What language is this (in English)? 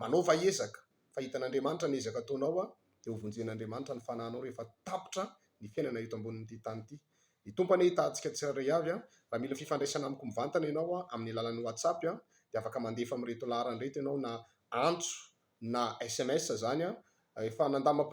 Malagasy